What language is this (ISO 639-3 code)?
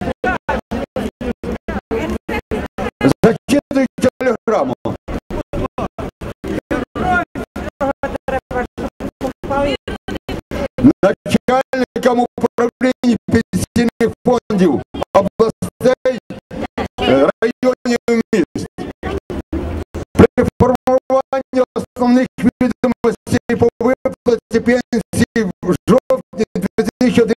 ukr